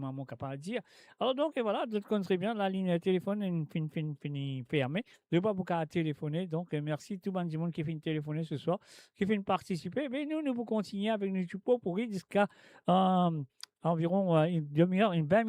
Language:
Morisyen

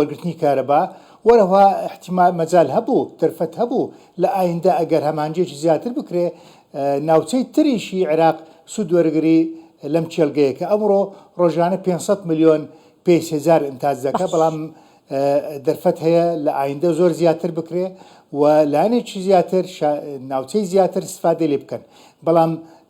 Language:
Central Kurdish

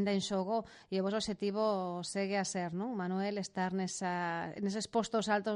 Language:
Galician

